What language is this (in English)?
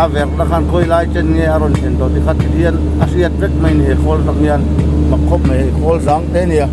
Mizo